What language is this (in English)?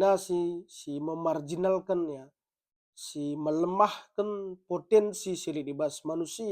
Batak Karo